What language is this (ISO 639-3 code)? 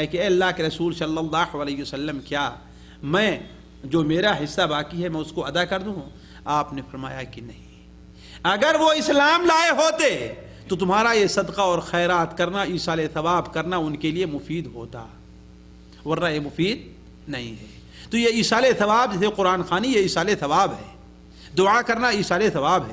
urd